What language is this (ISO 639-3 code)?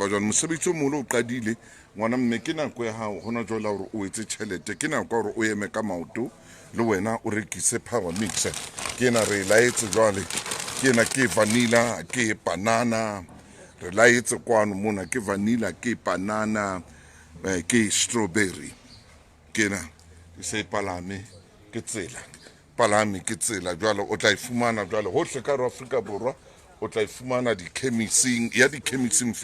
sot